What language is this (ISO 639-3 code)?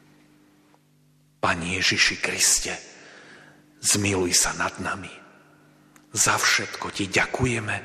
slk